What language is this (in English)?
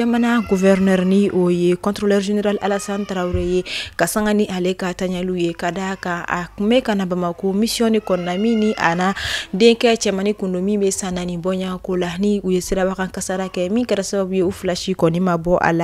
Bambara